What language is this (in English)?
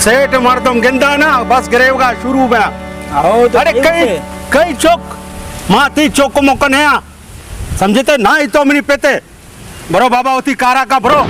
Baluchi